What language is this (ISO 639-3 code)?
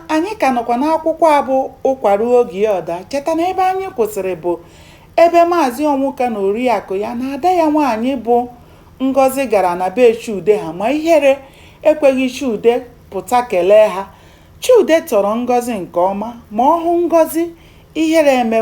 ibo